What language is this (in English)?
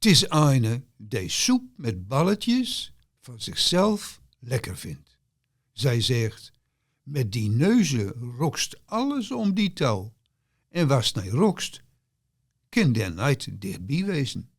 Gronings